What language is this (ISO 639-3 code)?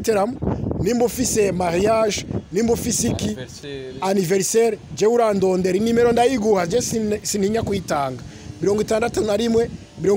run